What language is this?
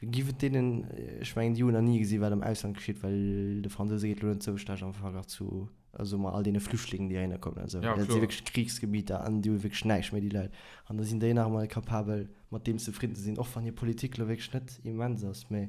Luxembourgish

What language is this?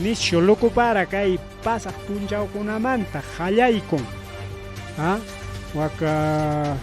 Ayacucho Quechua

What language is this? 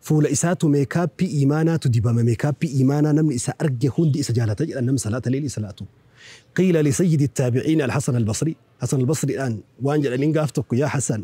Oromo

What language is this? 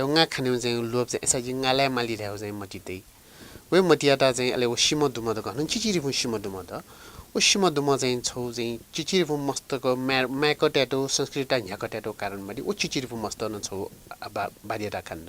Newari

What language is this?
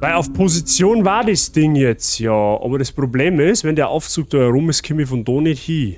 Bavarian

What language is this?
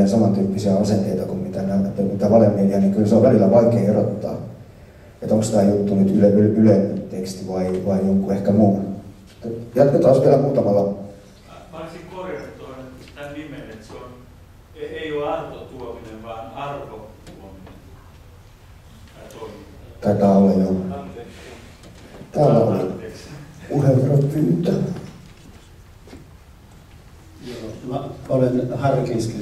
Finnish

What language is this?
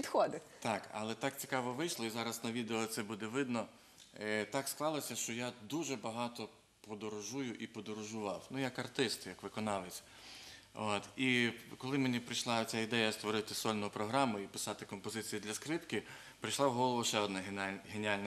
Ukrainian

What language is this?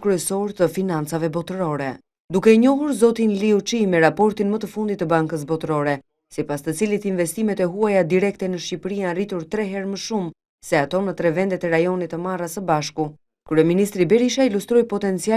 Albanian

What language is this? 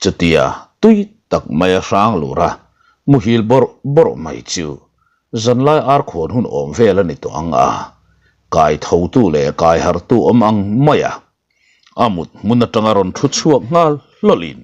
Mizo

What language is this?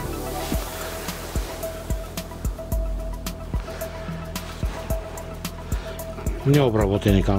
Bulgarian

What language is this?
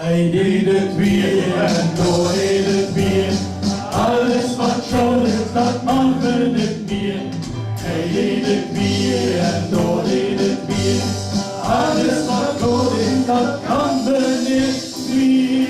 Limburgish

